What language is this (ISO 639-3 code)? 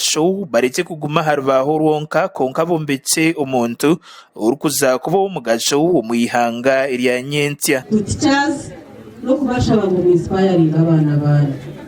nyn